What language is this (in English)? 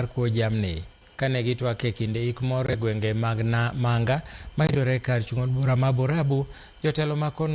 Luo (Kenya and Tanzania)